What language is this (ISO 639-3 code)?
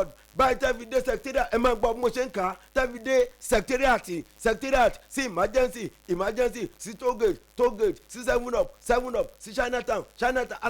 yor